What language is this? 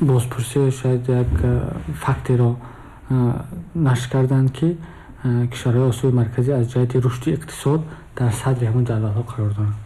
Tajik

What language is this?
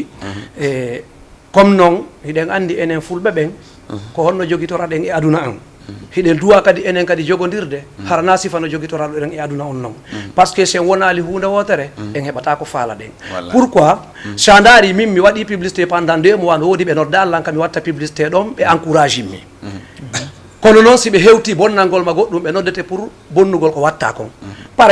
Fula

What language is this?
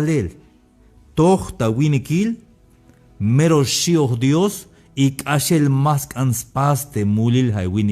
Tzeltal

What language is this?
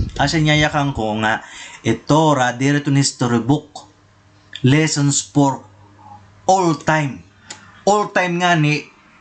Waray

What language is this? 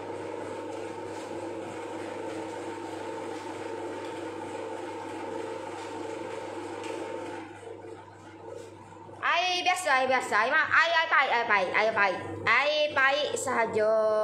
Malay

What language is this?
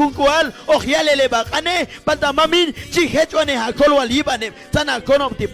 Q'anjob'al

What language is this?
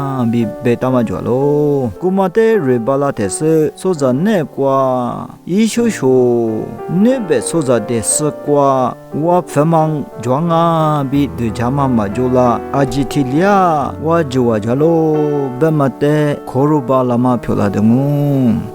Lisu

